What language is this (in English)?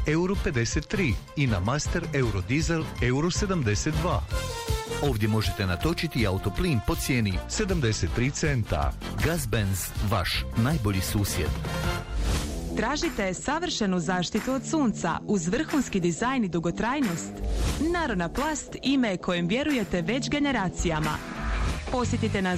Croatian